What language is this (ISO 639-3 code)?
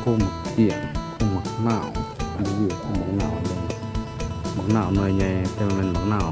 lao